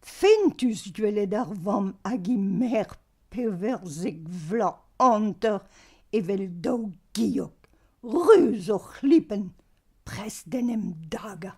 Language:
Breton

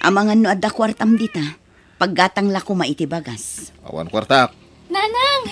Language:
Iloko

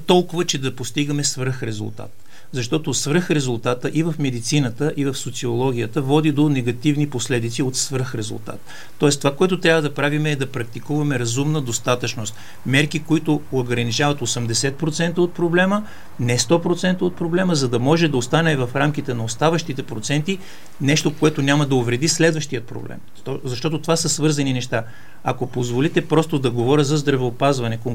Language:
Bulgarian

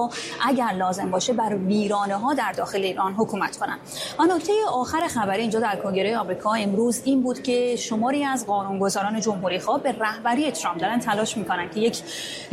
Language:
Persian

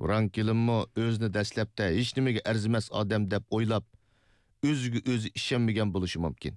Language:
Uyghur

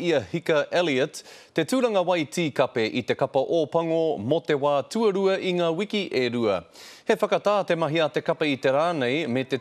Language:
Māori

